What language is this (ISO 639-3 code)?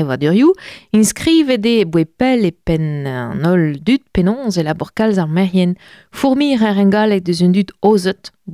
bre